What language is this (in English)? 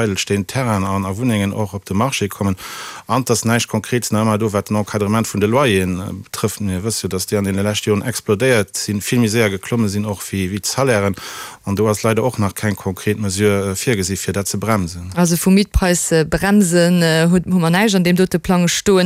Luxembourgish